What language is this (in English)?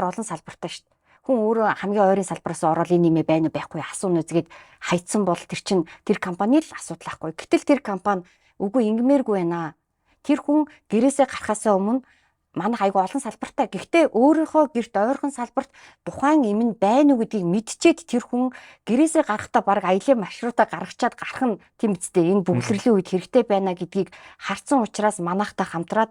Mongolian